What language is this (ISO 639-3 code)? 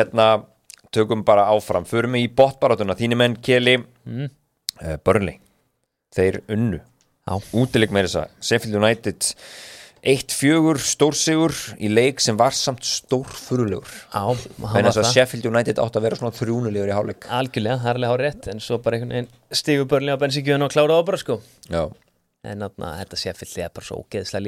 isl